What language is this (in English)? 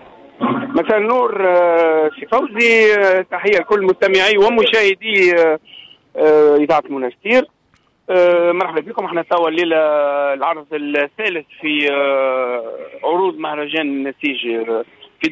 Tunisian Arabic